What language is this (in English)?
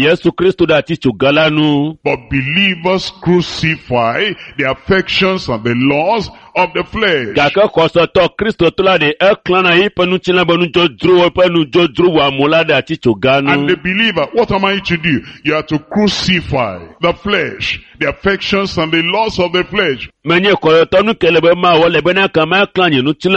Ewe